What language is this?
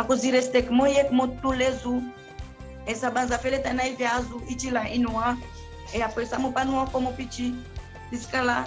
Seselwa Creole French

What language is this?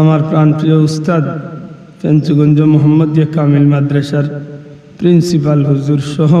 Sylheti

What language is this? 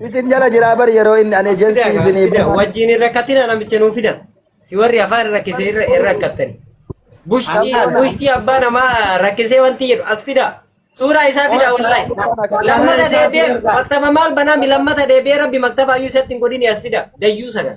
Oromo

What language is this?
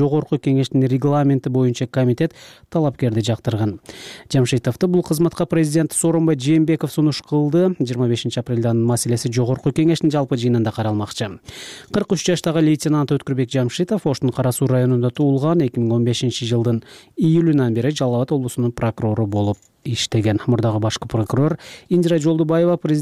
Kyrgyz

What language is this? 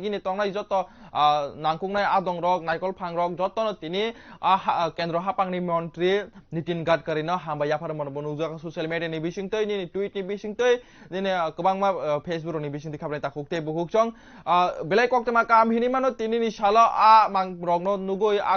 Kok Borok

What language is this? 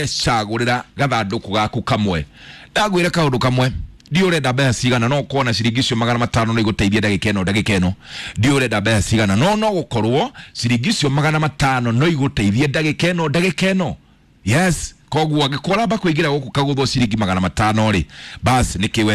Kikuyu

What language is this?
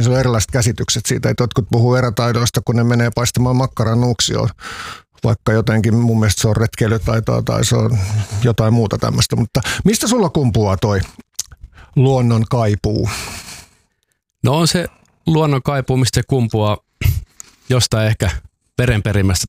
Finnish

